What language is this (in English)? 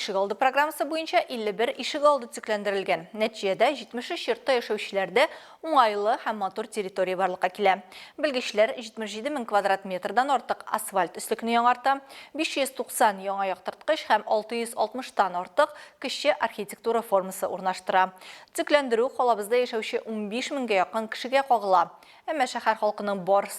Tatar